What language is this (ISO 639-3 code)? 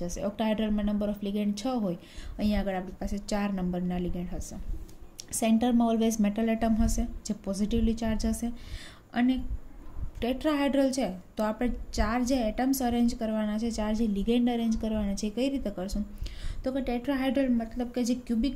guj